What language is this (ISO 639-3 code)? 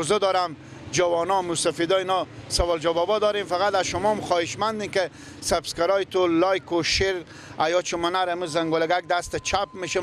fas